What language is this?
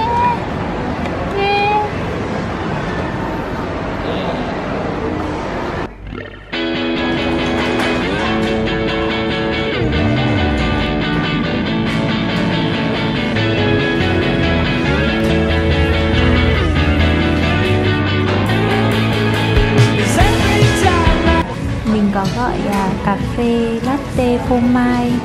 Vietnamese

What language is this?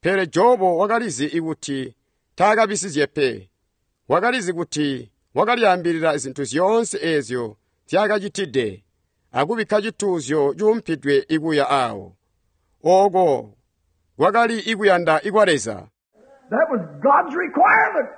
Tonga (Zambia)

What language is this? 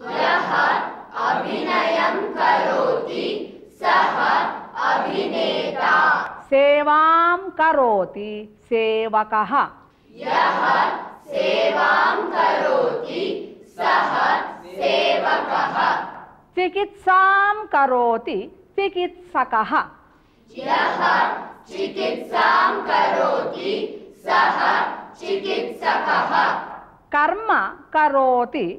Sanskrit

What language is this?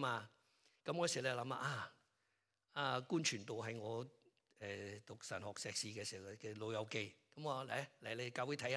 Cantonese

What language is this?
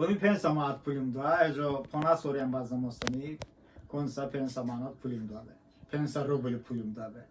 Talysh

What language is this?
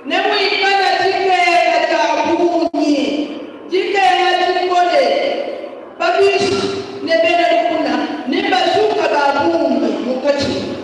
Luba-Lulua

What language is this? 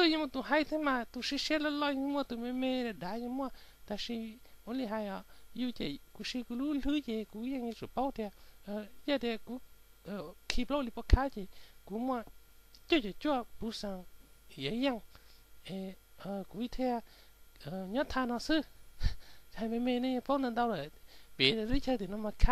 Hmong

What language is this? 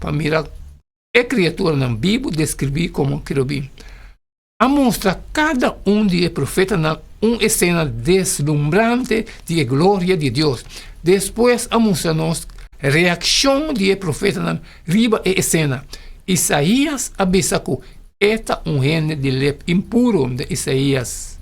Papiamento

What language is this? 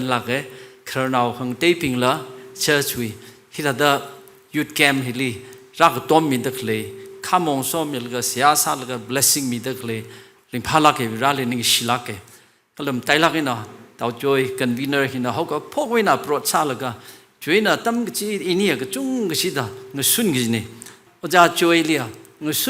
Tangkhul Naga (India)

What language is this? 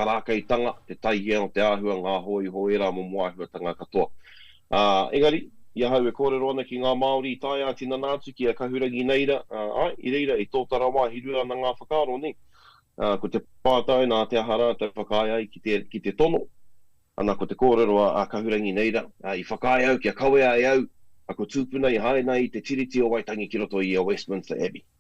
Māori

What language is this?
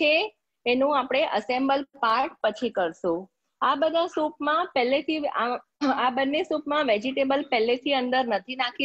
Gujarati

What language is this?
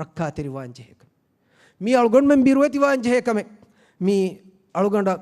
Divehi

